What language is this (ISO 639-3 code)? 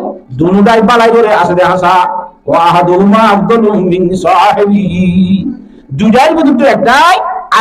rhg